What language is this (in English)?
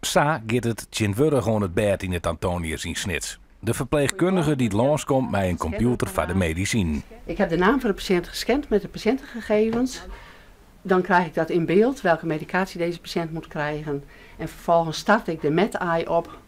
Western Frisian